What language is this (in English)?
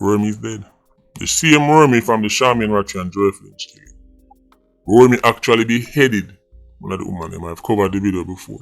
Jamaican Creole English